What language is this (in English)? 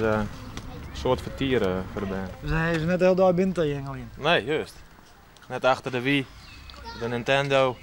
Western Frisian